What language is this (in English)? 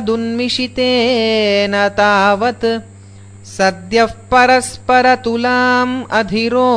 Sanskrit